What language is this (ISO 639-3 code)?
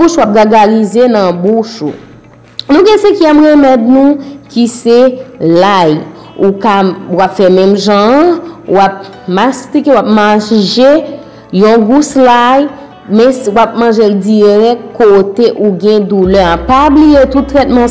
hat